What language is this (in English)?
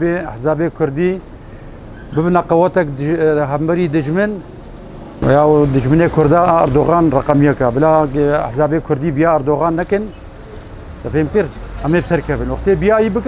Kurdish